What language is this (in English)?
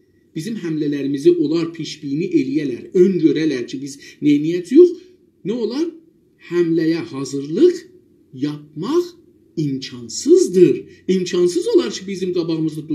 South Azerbaijani